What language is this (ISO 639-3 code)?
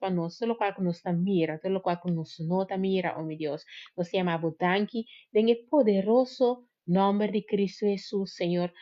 pap